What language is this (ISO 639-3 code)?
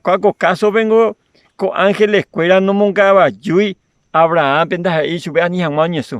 grn